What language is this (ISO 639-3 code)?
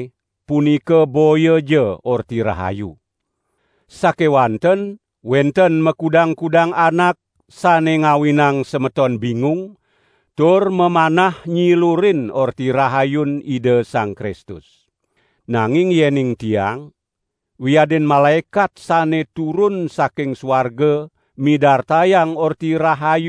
ban